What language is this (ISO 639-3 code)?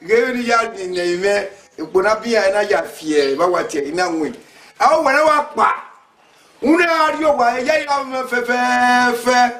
bin